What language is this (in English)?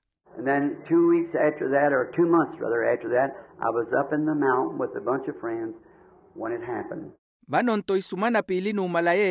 Makhuwa